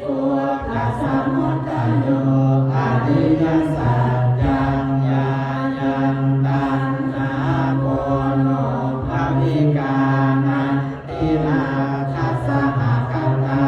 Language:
Pali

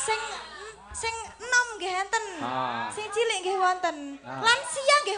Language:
Javanese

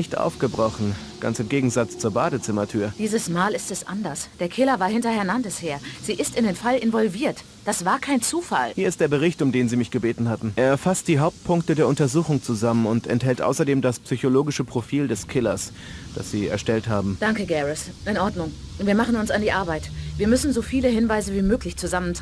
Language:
Bavarian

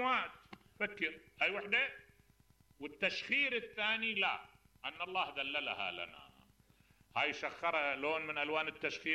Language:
Mesopotamian Arabic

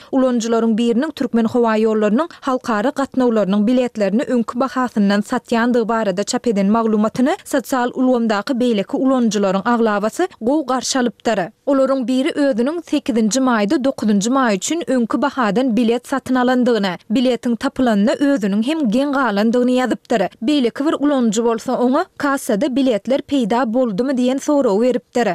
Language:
Turkmen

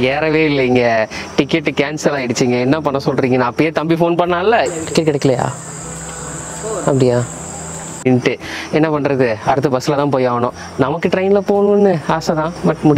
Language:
Tamil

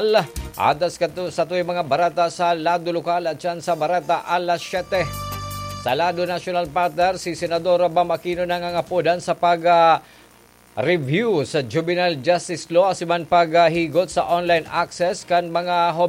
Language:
Bikol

